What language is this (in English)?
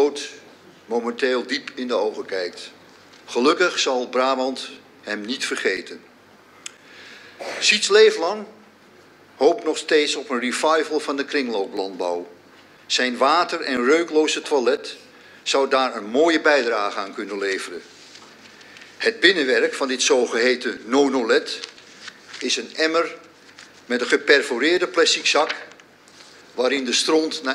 Dutch